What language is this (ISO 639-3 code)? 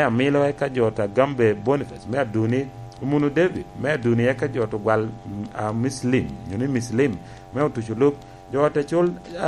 laj